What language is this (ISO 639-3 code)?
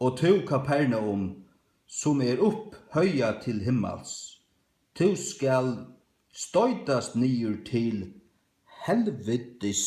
fao